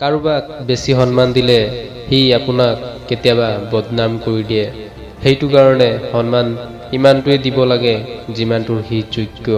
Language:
Assamese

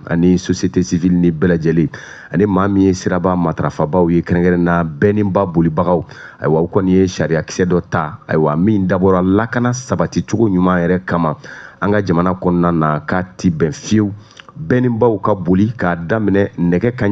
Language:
Bambara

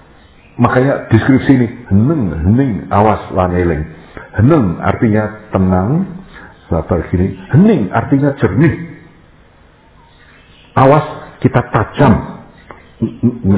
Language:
Indonesian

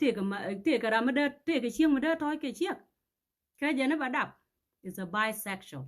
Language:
Nuer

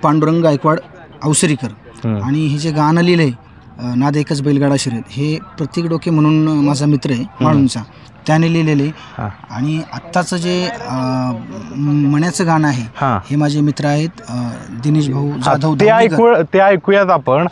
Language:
Marathi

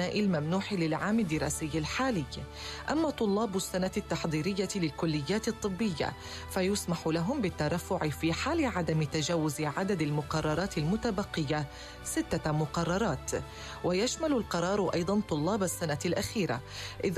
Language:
Arabic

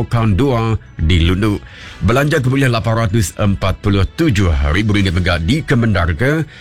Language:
Iban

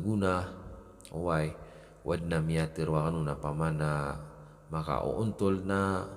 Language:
Maranao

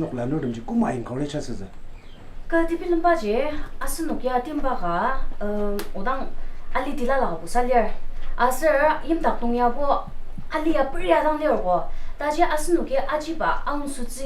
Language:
Ao Naga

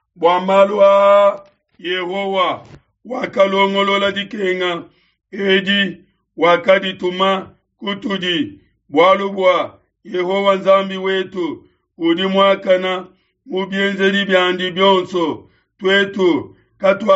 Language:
Luba-Lulua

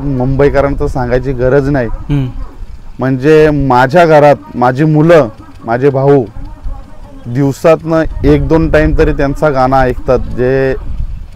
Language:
Marathi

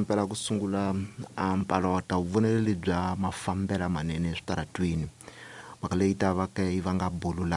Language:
Tsonga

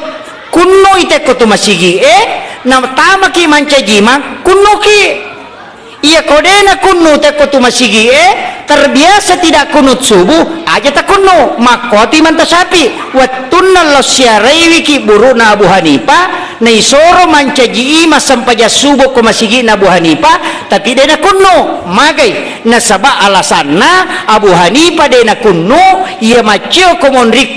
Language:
Buginese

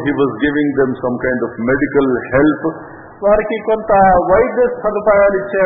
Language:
Telugu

